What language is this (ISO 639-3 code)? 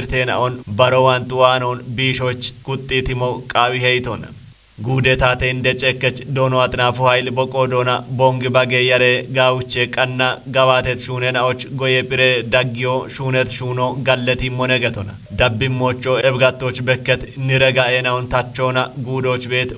kbr